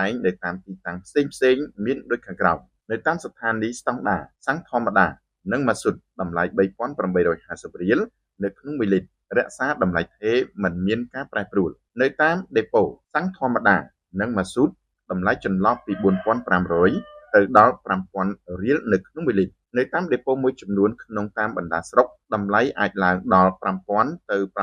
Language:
Khmer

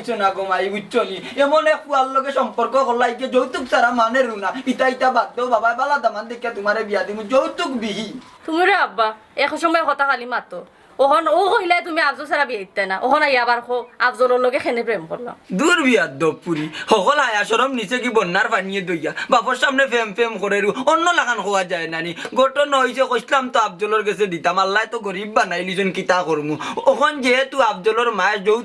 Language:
Sylheti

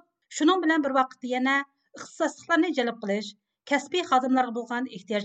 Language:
Uyghur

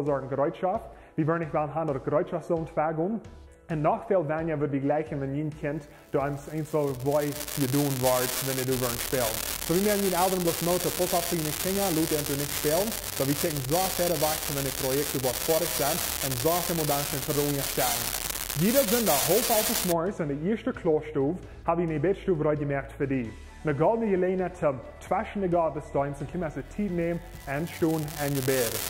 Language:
Plautdietsch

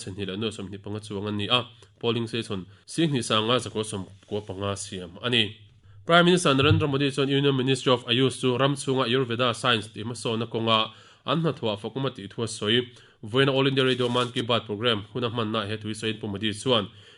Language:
Mizo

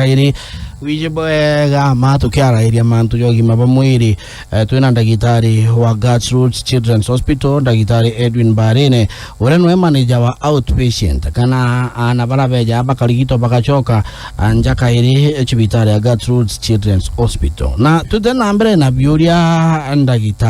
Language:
Meru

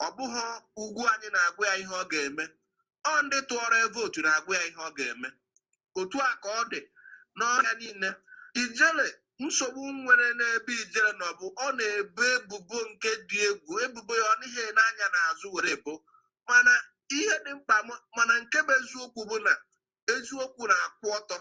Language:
Igbo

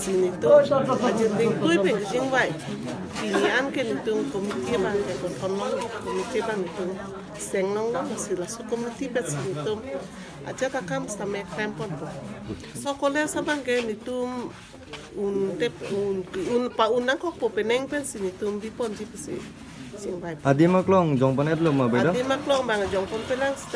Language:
Karbi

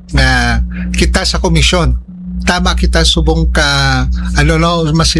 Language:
Hiligaynon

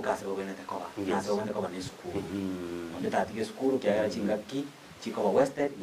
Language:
Gusii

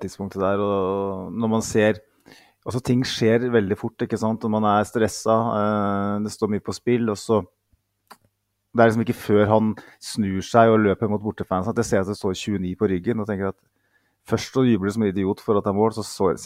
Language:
Norwegian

